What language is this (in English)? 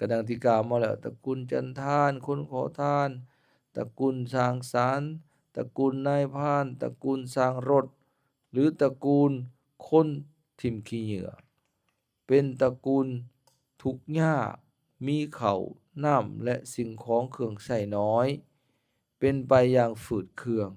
Lao